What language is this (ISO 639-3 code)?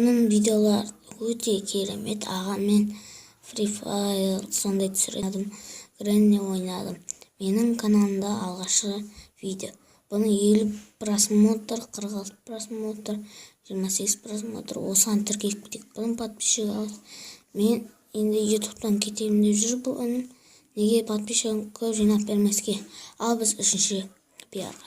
kaz